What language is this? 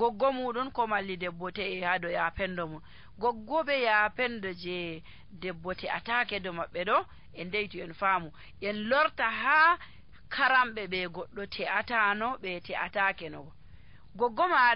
Nigerian Fulfulde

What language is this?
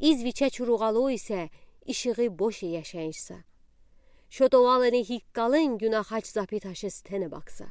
Udi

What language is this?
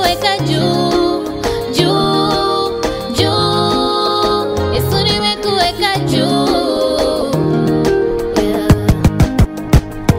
Swahili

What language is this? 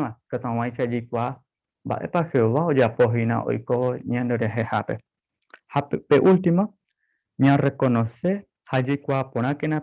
Guarani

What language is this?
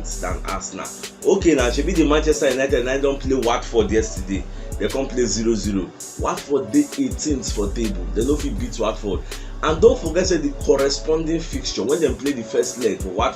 Nigerian Pidgin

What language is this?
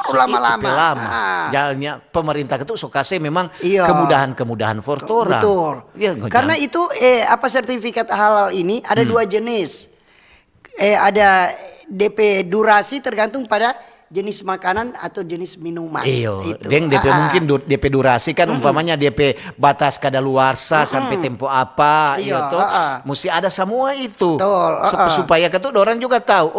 Manado Malay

